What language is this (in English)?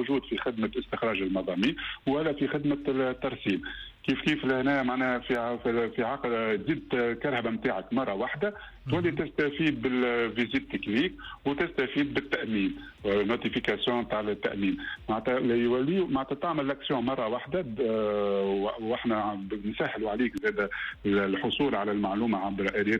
Tunisian Arabic